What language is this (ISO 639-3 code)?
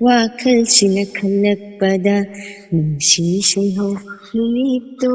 mni